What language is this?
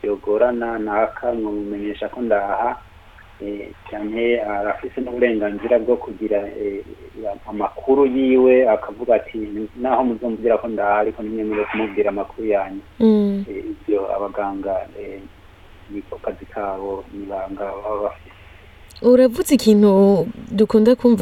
Rundi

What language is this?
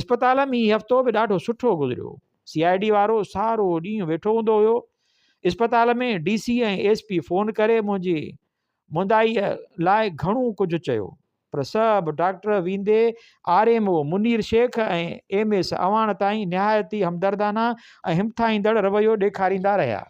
Sindhi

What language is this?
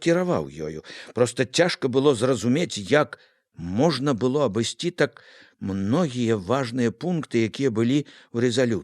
Belarusian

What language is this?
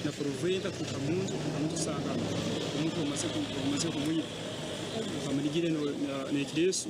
Nyankole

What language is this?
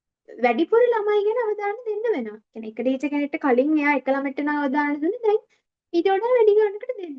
Sinhala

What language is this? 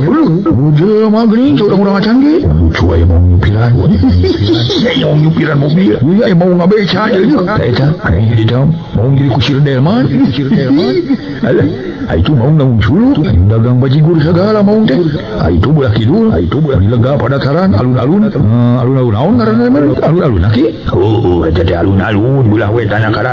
Sundanese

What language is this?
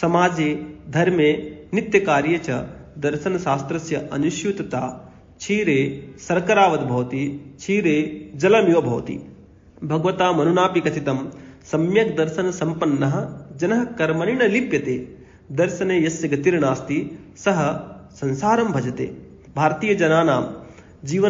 Sanskrit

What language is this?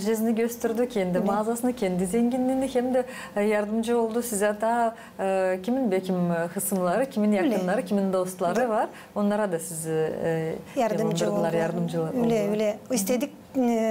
Gagauz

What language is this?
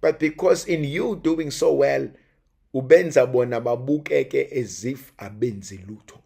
Zulu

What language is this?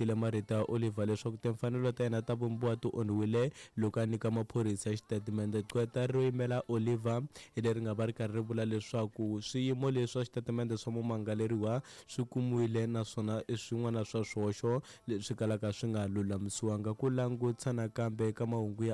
Tsonga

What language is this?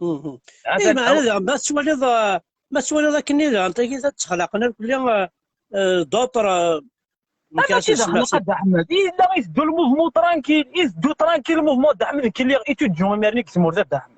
Kabyle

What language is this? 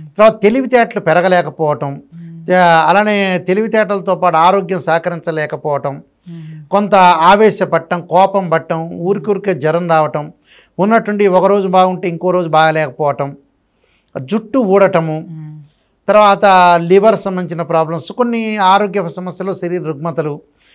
Telugu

